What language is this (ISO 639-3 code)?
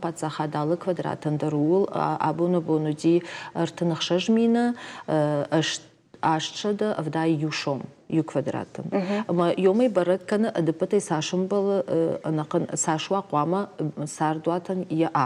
oss